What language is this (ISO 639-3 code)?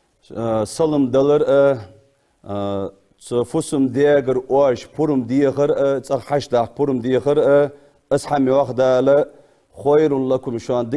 inh